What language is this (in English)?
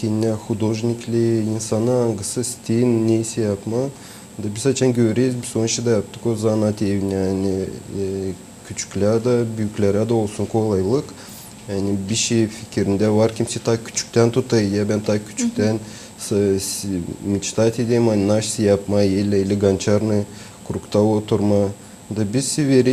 Gagauz